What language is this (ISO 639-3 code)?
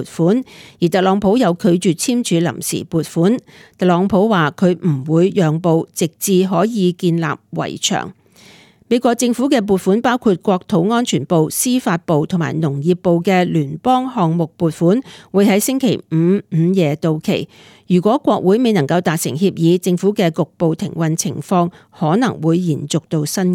yue